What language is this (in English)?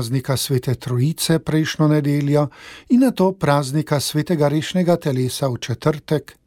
Slovenian